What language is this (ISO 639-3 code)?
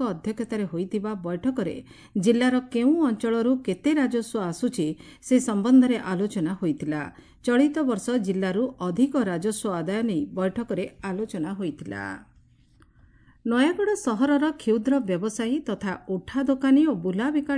ori